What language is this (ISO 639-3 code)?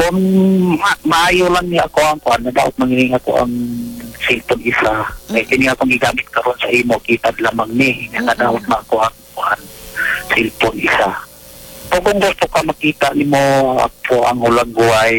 ceb